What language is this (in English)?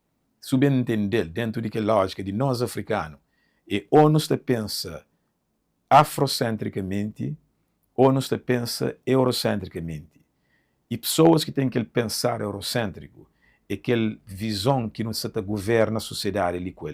Kabuverdianu